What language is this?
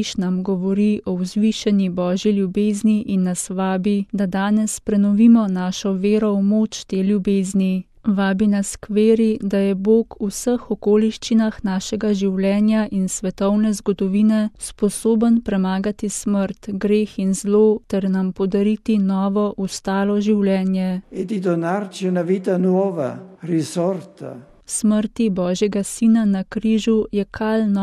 Slovenian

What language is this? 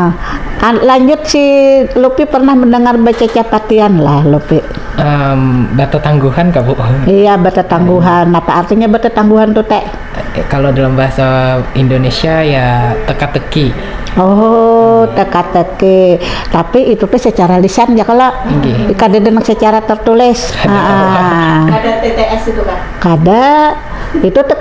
Banjar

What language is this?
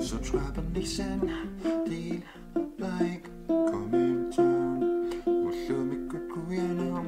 Kalaallisut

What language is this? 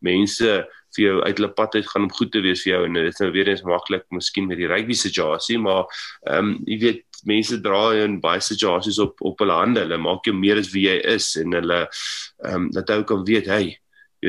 Afrikaans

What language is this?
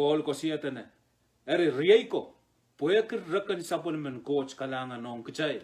Pohnpeian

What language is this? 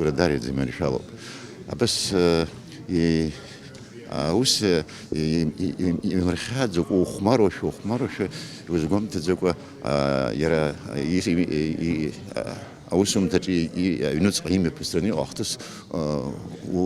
Abkhazian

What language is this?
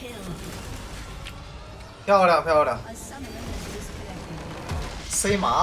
Chinese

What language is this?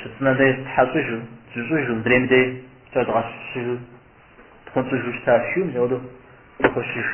Kabardian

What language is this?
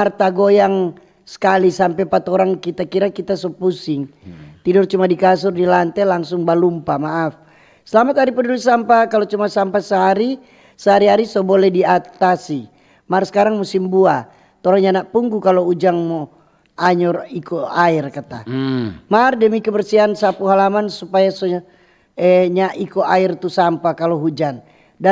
Manado Malay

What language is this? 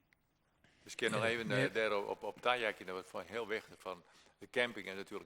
Western Frisian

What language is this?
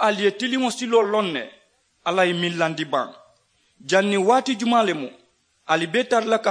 Mandingo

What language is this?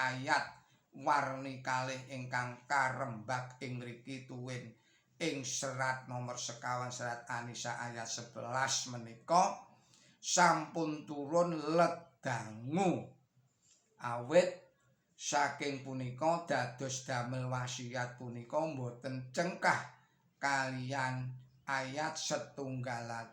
Javanese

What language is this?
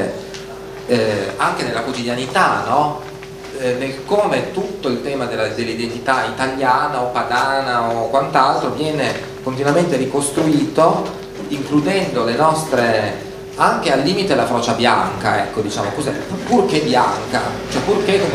Italian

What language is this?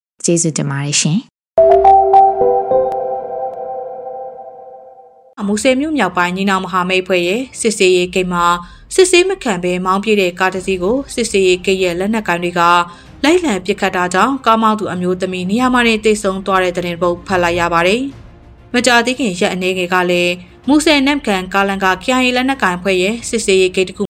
Burmese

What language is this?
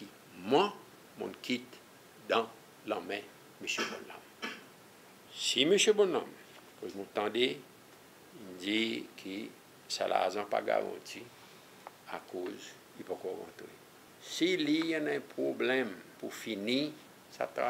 Seselwa Creole French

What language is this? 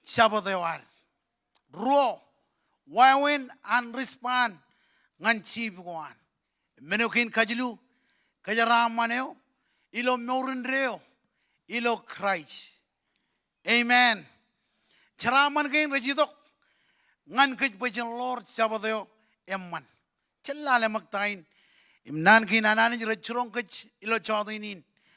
Marshallese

